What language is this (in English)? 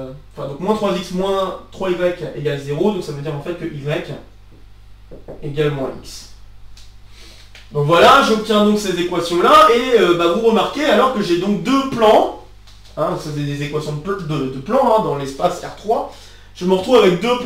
French